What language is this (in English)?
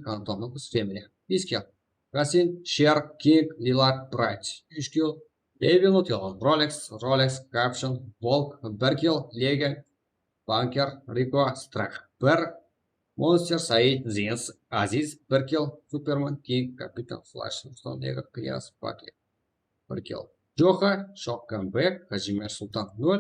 Kara-Kalpak